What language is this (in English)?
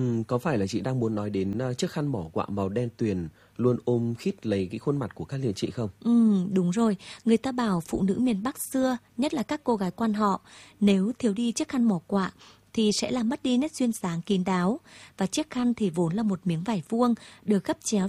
Vietnamese